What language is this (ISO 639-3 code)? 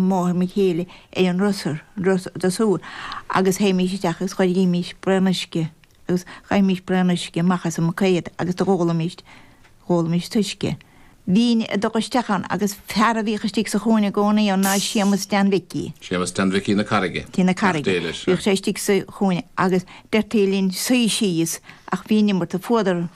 gle